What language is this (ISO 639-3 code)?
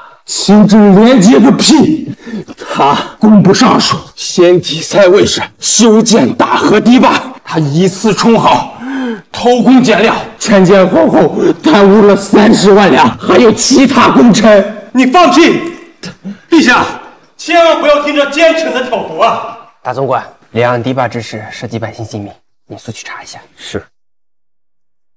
zho